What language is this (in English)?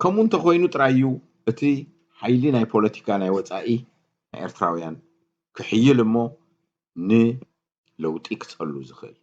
Tigrinya